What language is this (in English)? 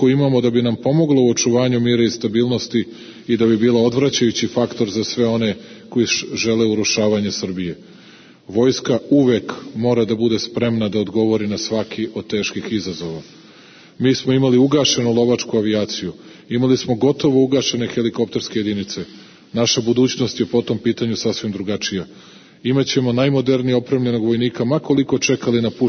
Serbian